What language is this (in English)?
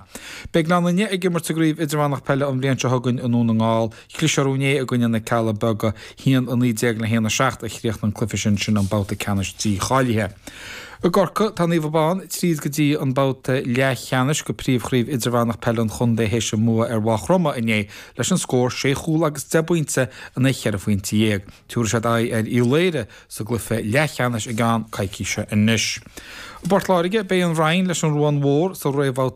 Irish